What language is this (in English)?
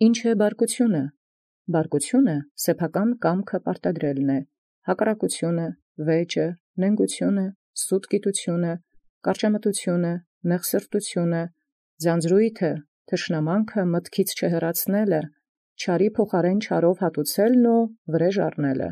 Armenian